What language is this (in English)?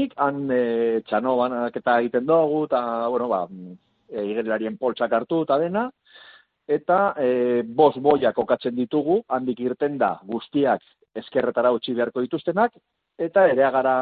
Basque